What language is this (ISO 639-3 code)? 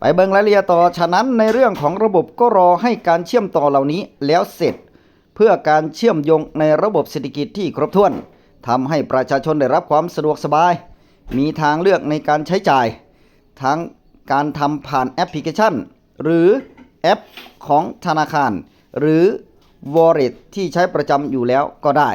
tts